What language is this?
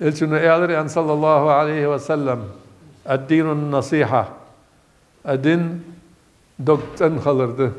Ingush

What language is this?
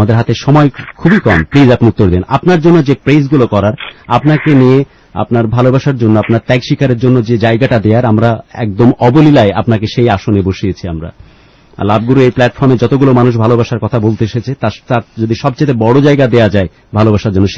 Bangla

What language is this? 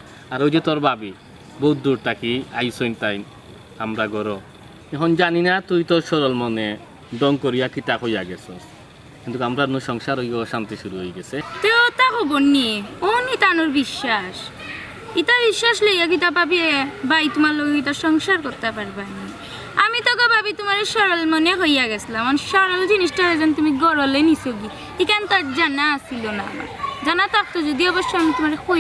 Sylheti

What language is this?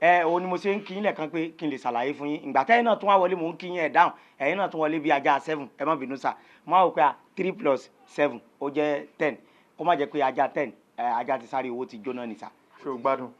Yoruba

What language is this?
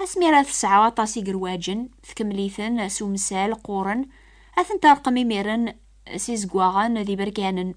Kabyle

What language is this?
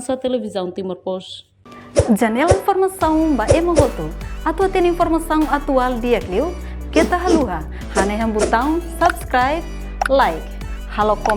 Tetum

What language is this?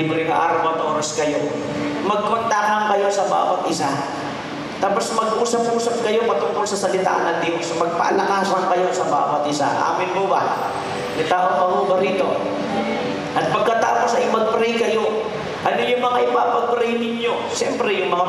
Filipino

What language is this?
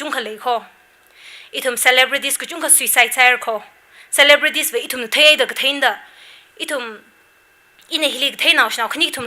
Tangkhul Naga (India)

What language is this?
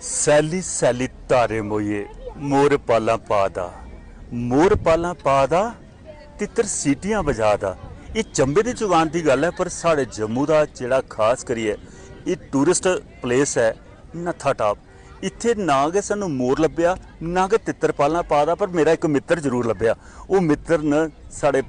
Dogri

